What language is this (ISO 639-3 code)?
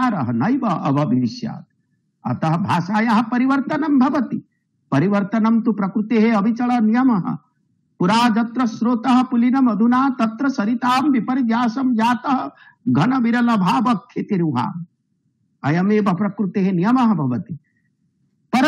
san